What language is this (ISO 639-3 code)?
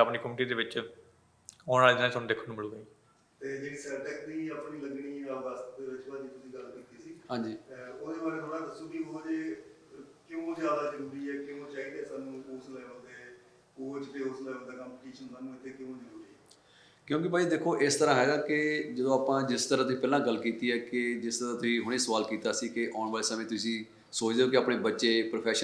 pan